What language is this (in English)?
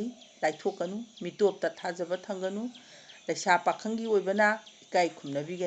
Manipuri